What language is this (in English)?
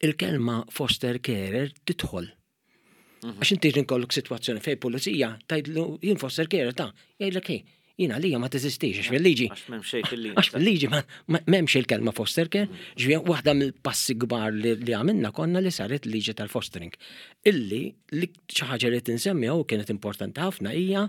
Maltese